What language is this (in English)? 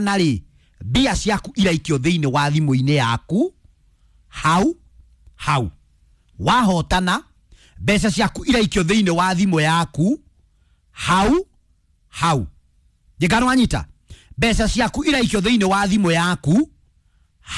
Kikuyu